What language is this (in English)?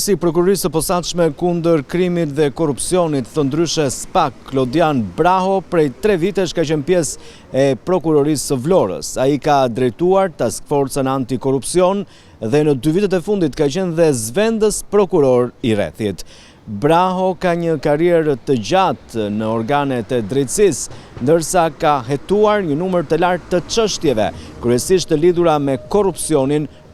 Albanian